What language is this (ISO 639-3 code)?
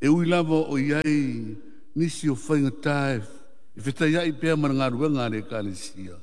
smo